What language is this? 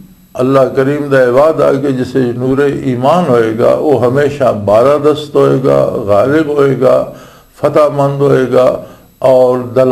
Western Panjabi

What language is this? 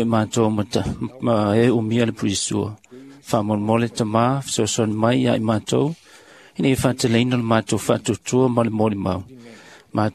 Samoan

